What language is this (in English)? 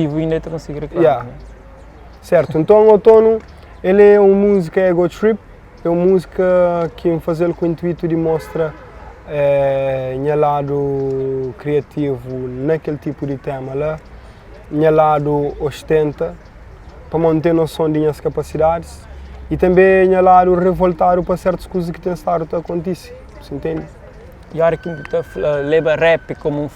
Kabuverdianu